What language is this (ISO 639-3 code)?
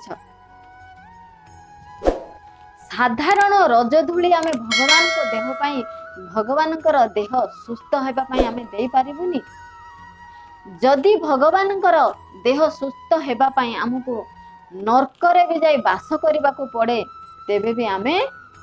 ori